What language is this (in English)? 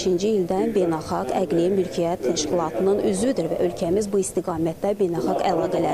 Azerbaijani